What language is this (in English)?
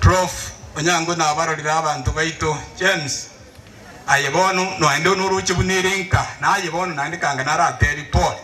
Gusii